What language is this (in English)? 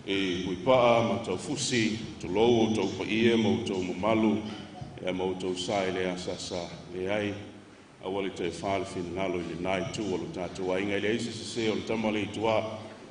Samoan